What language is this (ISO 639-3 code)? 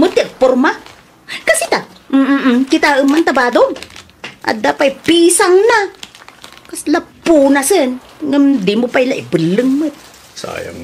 ilo